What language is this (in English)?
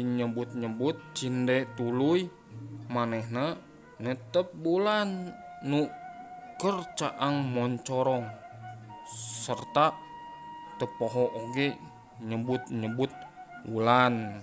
Sundanese